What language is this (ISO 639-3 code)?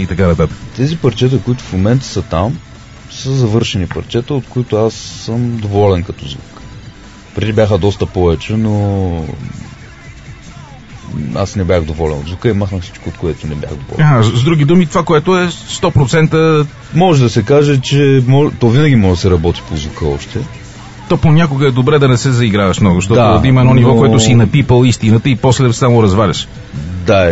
bul